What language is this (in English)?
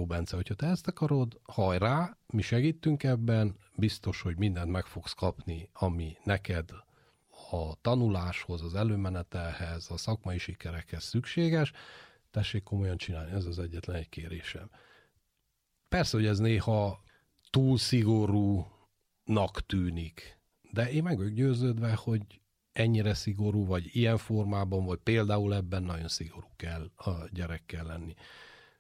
Hungarian